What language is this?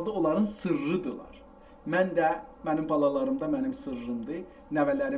South Azerbaijani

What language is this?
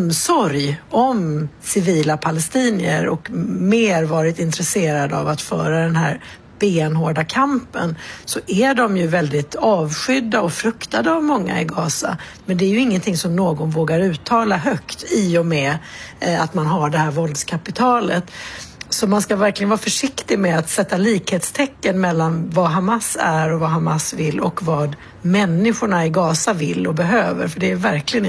Swedish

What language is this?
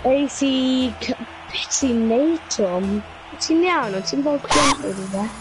Welsh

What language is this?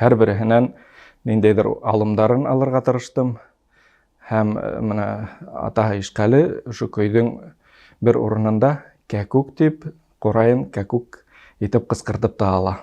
Bashkir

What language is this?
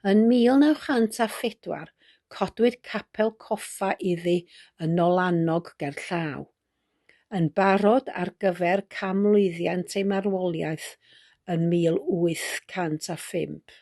Welsh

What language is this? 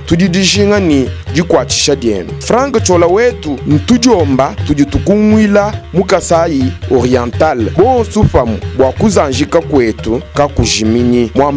Luba-Lulua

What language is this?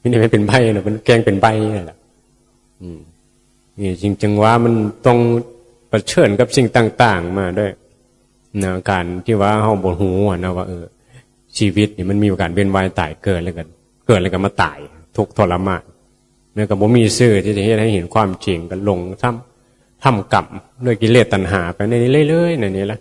Northeastern Thai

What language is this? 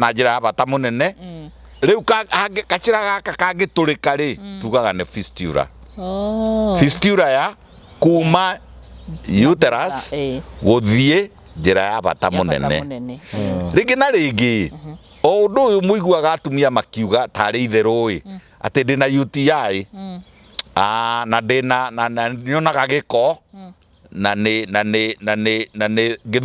Kikuyu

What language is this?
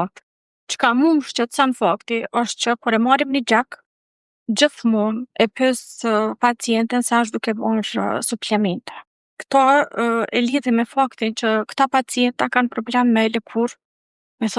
Albanian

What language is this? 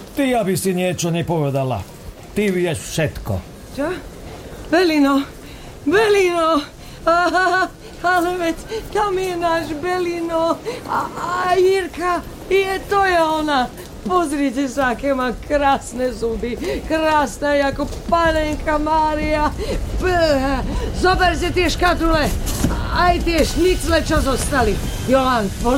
Slovak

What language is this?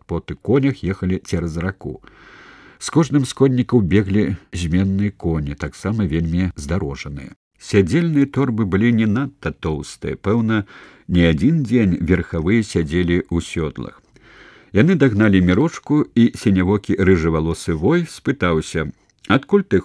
Belarusian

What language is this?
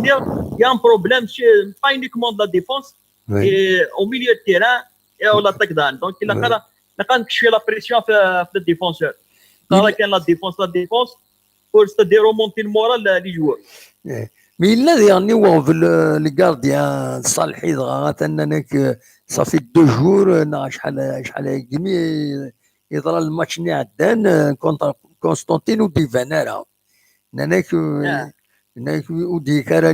Kabyle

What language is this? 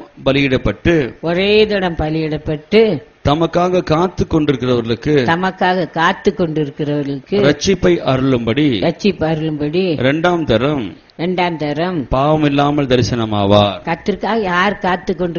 Tamil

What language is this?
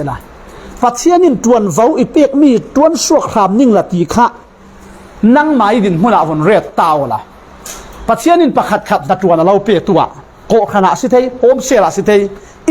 Falam Chin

